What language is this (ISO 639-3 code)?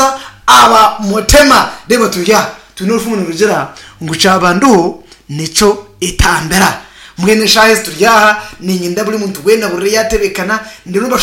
nyn